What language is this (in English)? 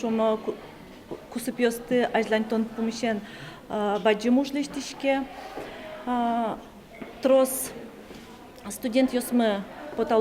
Udmurt